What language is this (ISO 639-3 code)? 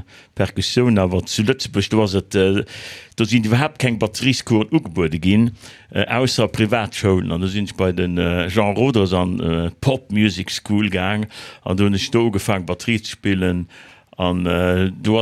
ltz